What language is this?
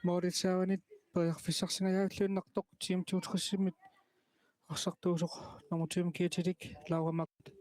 Kalaallisut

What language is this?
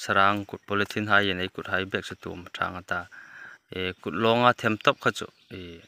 Hmar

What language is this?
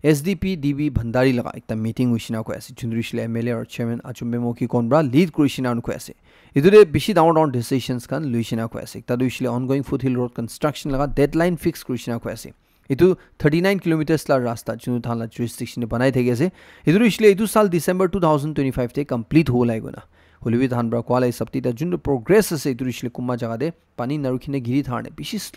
Naga Pidgin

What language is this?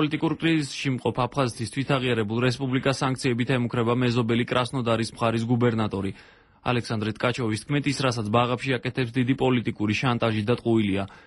Georgian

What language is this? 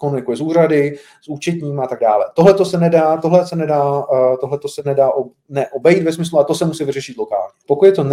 Czech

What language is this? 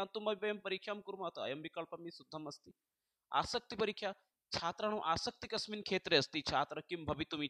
Sanskrit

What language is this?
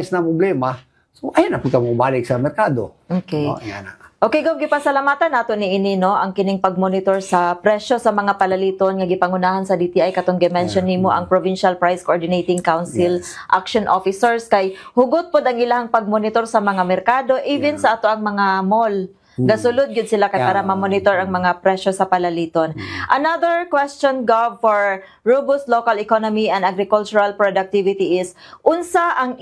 Cebuano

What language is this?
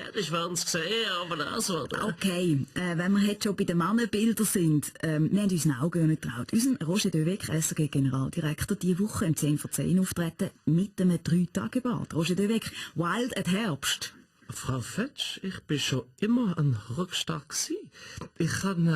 Swiss German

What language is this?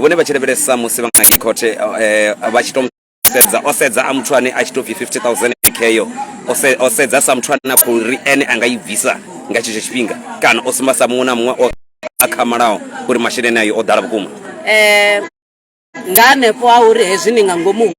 Venda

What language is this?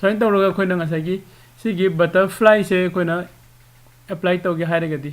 Manipuri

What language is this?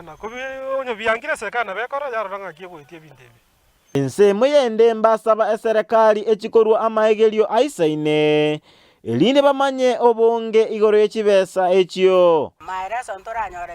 Gusii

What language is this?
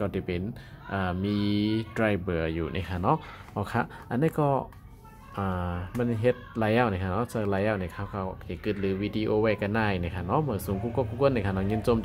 Shan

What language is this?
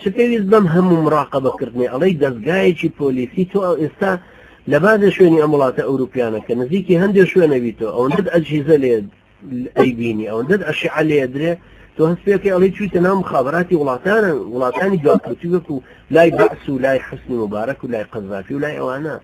Central Kurdish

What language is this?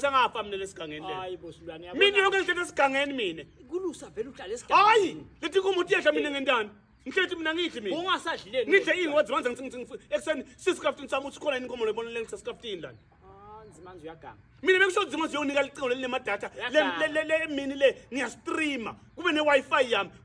Swati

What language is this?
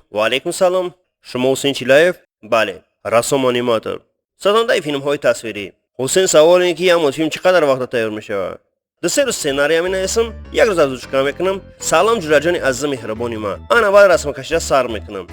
Tajik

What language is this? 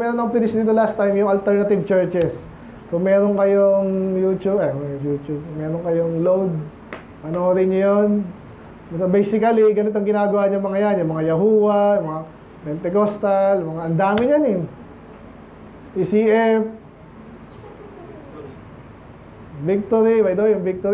Filipino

